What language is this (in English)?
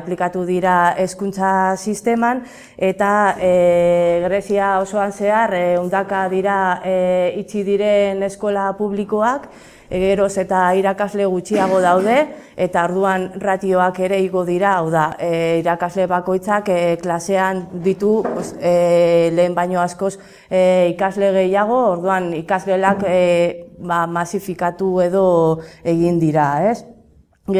Basque